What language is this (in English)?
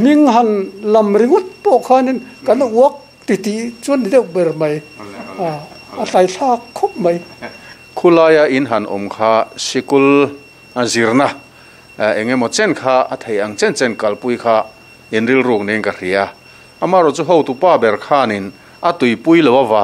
Mizo